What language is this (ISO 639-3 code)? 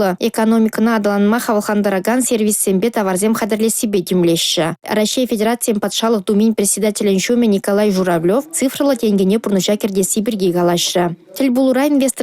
chv